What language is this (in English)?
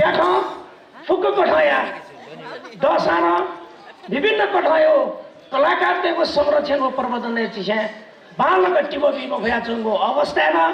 Newari